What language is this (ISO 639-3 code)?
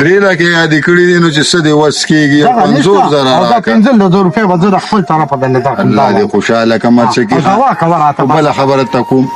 pus